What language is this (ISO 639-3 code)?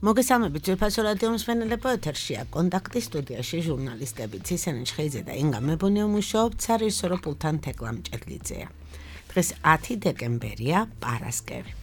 kat